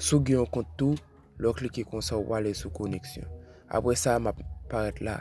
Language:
Haitian Creole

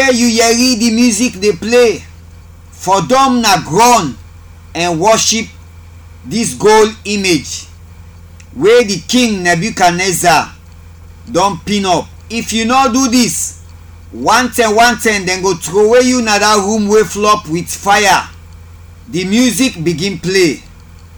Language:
Krio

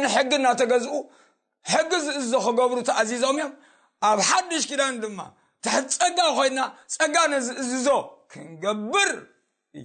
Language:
Tigrinya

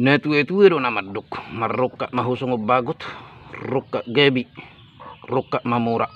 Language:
Batak Toba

